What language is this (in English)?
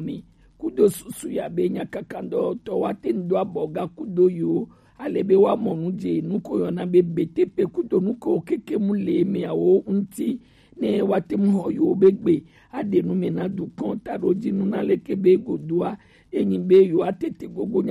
Gen